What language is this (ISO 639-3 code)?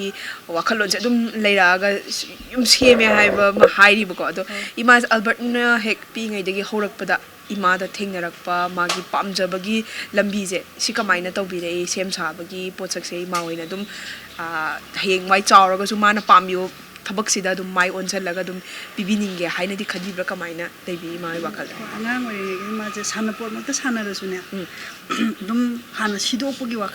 mni